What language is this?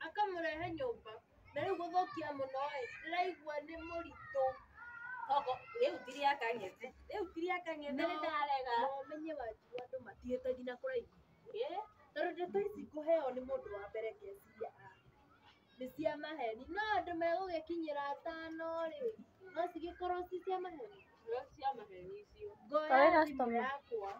Kikuyu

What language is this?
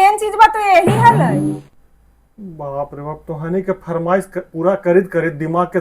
Magahi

